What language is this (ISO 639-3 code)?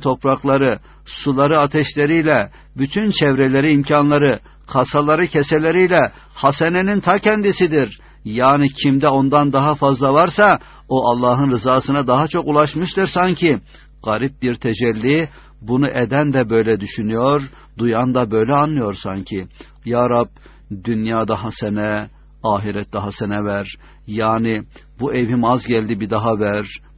tur